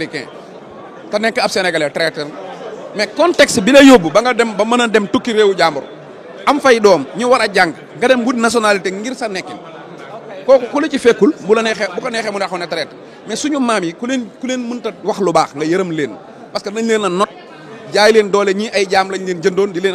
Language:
Wolof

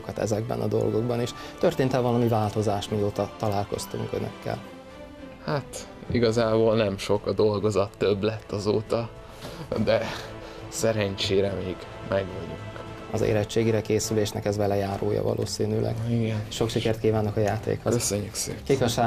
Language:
Hungarian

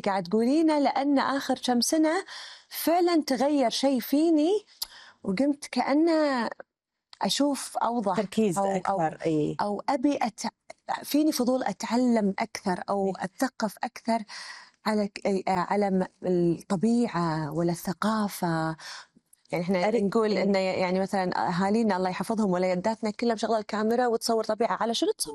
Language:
Gulf Arabic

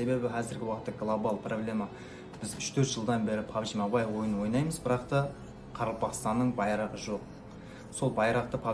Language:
Kara-Kalpak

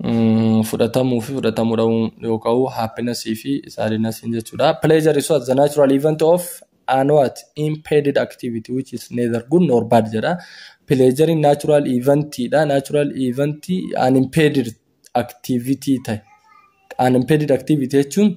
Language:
Oromo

